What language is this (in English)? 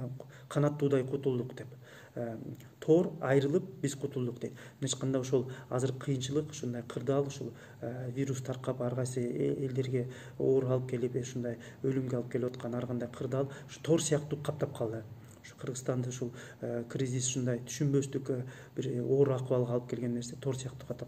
Kyrgyz